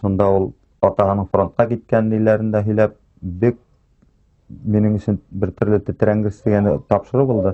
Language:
Bashkir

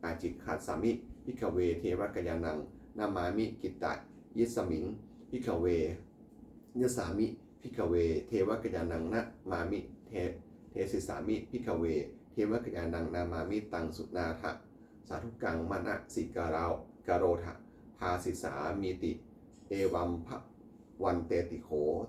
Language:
Pali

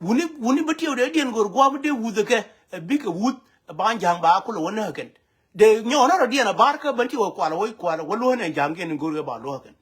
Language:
Nuer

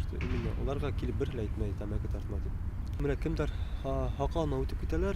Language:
Bashkir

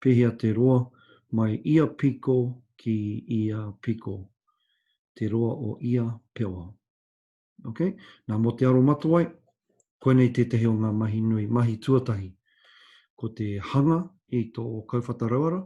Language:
Māori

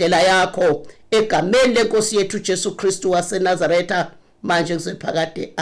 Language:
Zulu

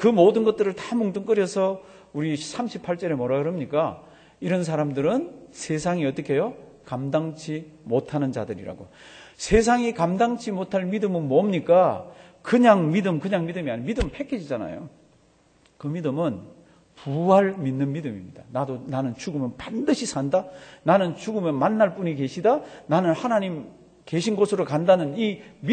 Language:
Korean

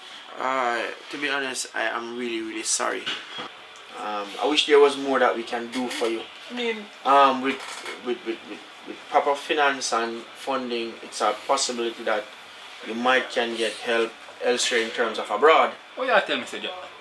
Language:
Jamaican Creole English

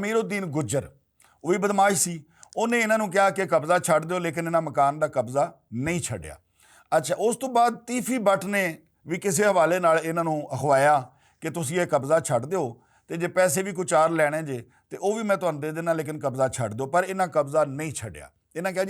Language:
Western Panjabi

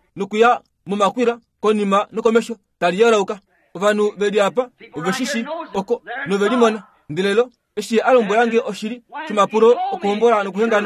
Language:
Kuanyama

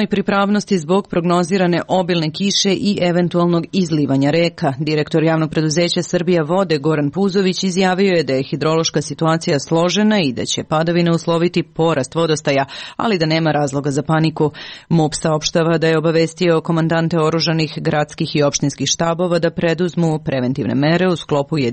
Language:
Serbian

